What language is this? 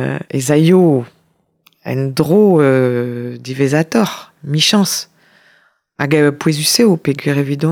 Breton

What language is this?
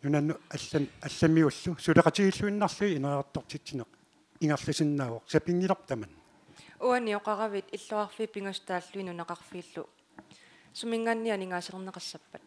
Kalaallisut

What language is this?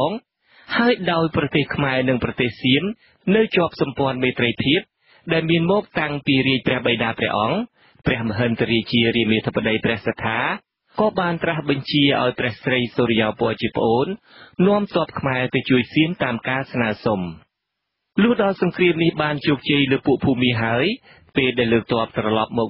Khmer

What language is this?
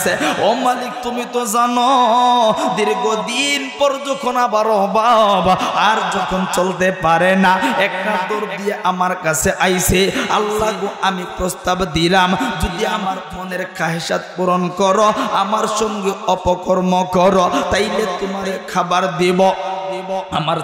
Bangla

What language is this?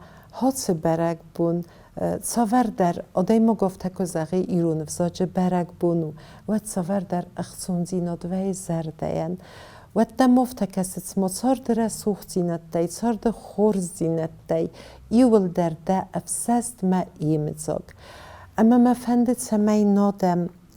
Ossetic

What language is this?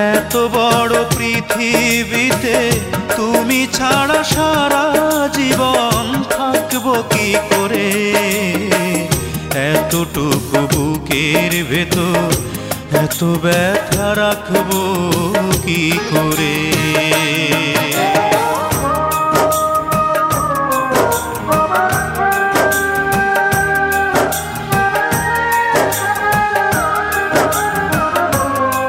Bangla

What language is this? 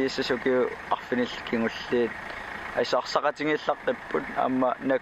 Kalaallisut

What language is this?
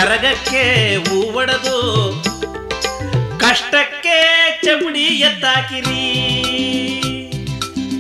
Kannada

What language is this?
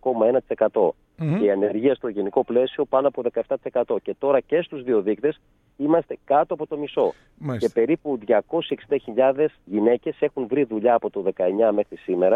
Greek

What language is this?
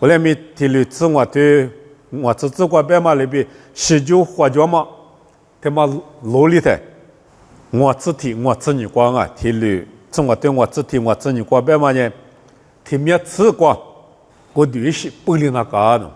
Lisu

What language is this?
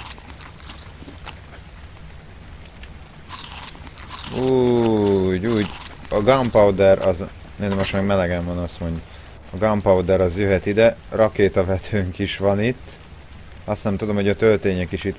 Hungarian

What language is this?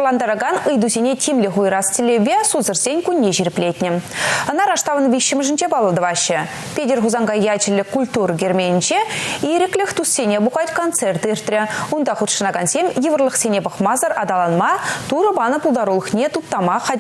Chuvash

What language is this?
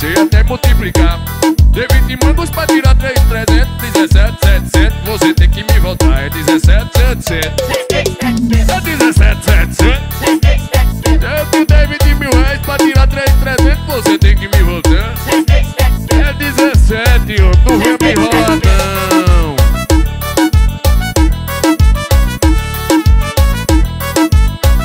Portuguese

